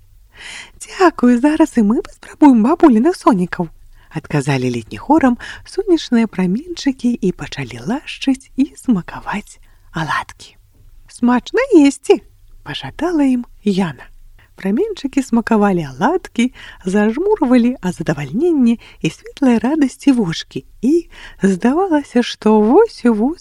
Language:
Belarusian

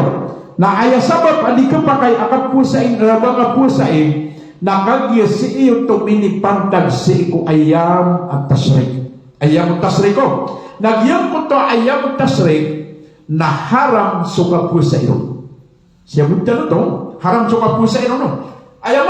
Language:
Maranao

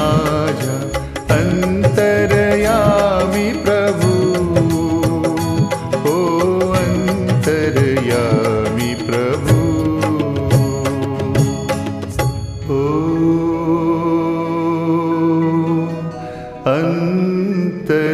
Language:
Marathi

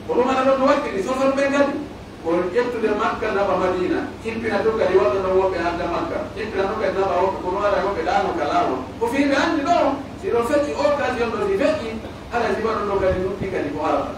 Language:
Pular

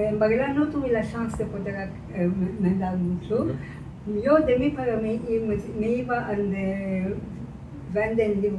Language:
Ladino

